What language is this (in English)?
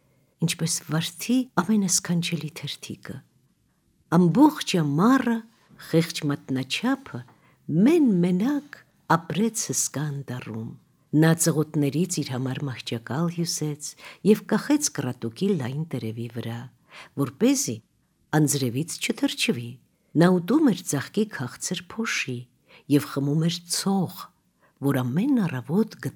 Armenian